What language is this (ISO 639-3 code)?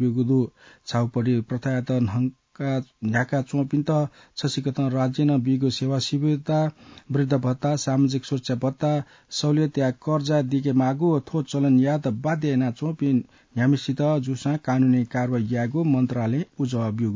new